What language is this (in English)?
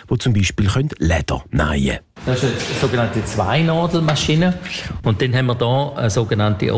German